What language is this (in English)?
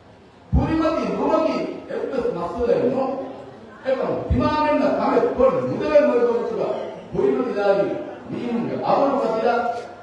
Divehi